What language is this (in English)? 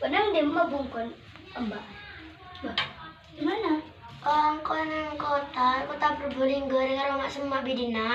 Madurese